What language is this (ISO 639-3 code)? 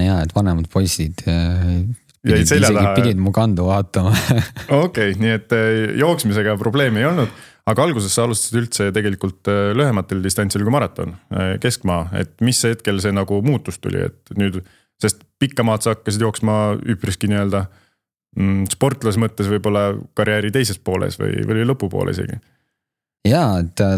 est